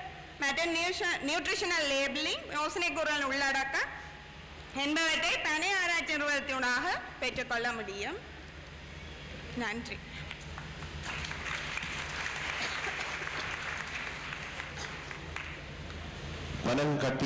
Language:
Tamil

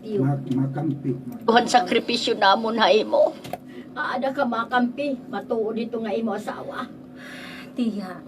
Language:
Waray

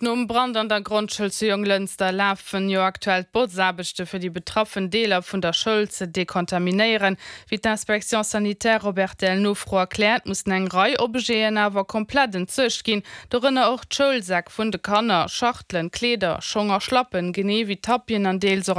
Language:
Luxembourgish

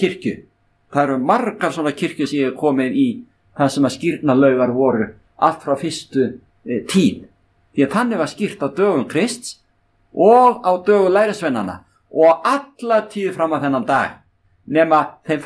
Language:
Icelandic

